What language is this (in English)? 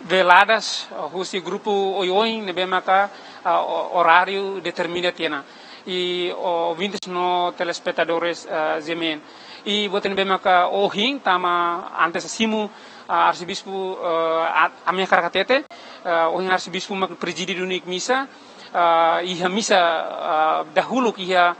Tetum